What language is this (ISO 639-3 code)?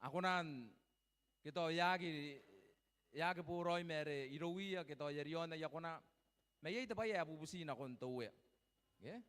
gil